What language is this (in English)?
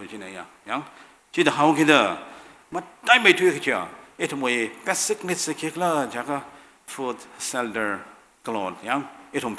Tangkhul Naga (India)